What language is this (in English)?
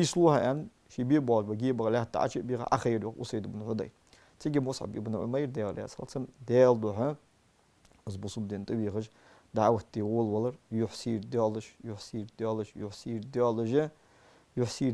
Ingush